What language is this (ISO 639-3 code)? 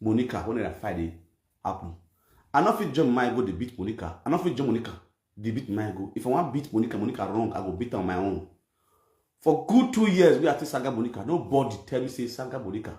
pcm